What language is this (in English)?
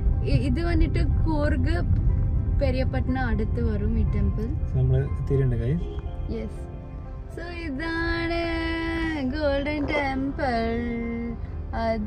Malayalam